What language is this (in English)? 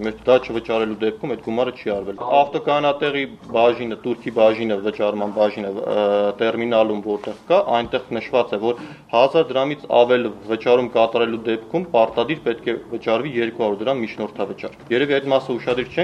Armenian